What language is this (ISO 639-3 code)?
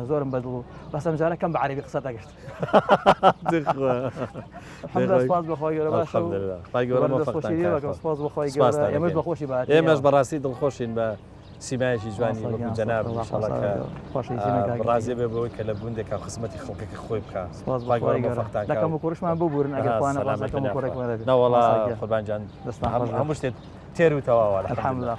ckb